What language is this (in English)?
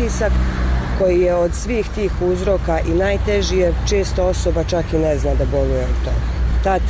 Croatian